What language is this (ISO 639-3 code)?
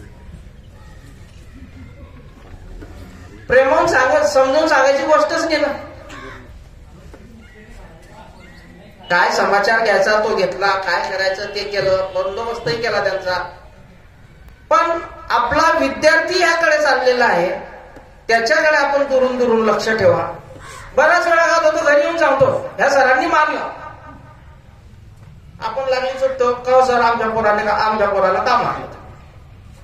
mar